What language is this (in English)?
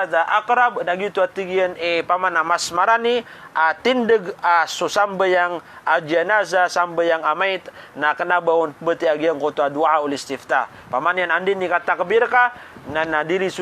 Maranao